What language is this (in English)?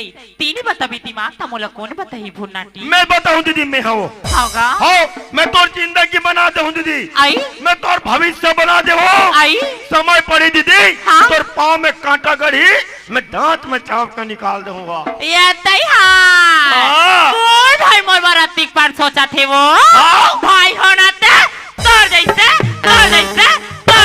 Chhattisgarhi